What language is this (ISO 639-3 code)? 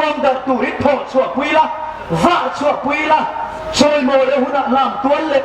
hmr